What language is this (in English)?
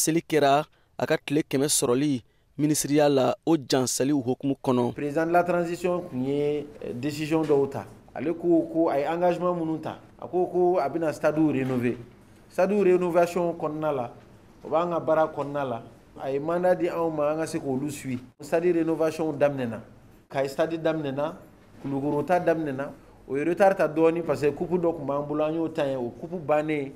Bambara